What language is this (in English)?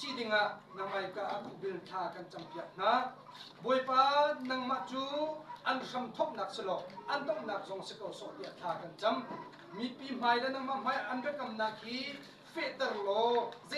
Hakha Chin